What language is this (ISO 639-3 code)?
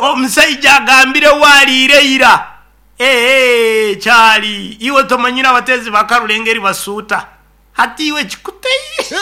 nyo